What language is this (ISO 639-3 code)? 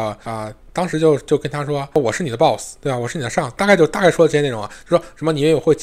zho